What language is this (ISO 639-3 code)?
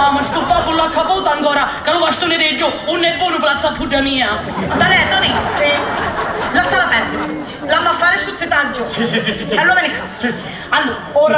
scn